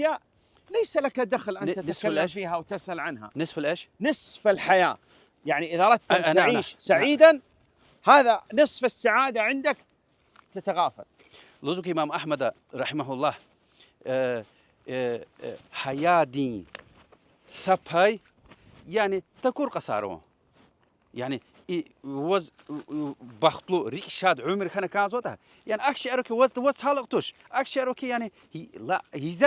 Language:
Lezghian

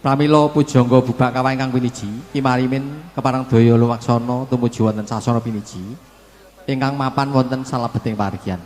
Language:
Javanese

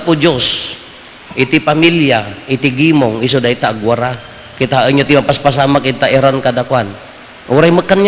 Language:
Iloko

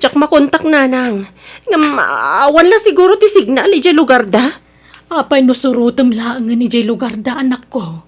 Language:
Iloko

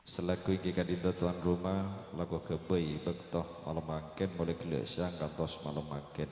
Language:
Madurese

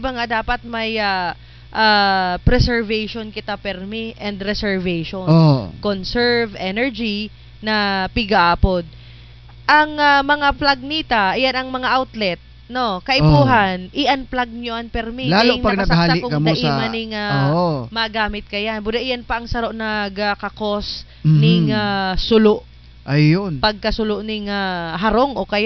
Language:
Southern Catanduanes Bikol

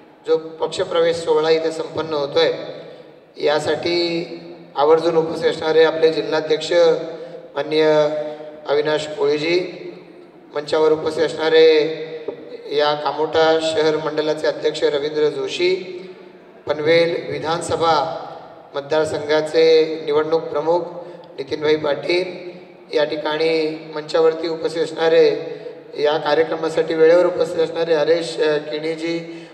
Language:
Marathi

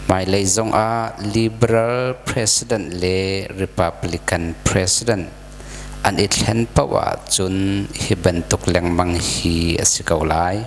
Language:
Hakha Chin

